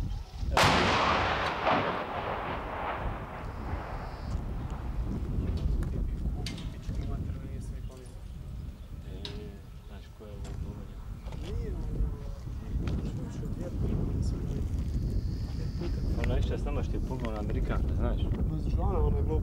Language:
Bosnian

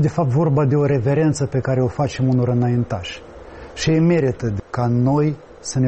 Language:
Romanian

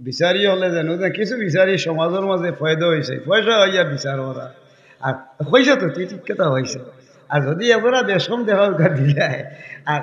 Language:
Sylheti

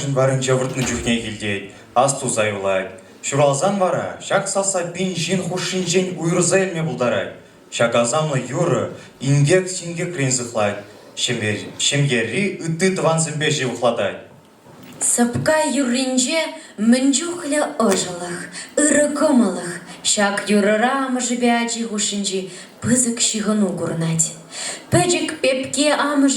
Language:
Chuvash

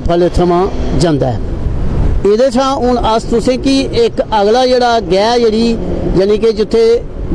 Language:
Dogri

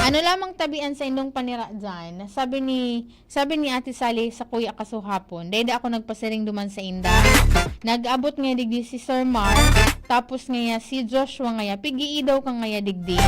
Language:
Bikol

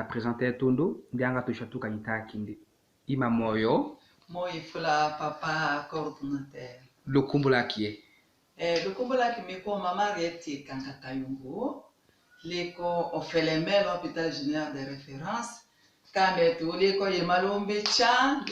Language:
Tetela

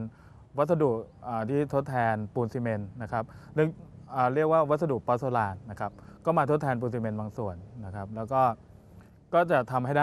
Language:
Thai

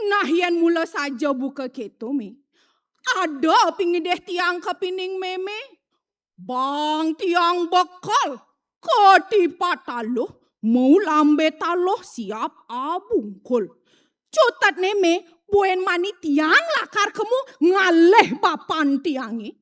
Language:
Balinese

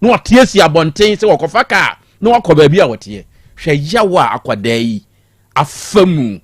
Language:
Akan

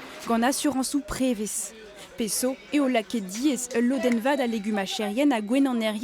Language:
Breton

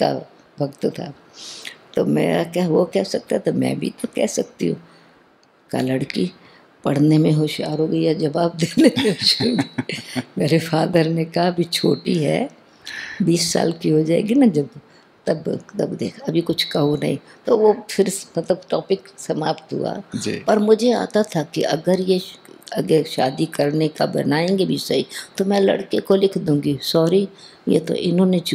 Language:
Hindi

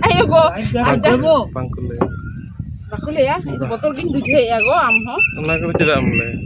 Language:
Santali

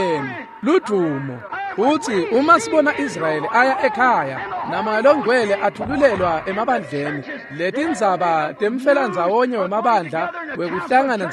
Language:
Swati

